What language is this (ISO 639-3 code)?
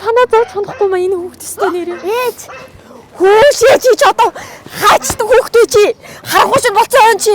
mon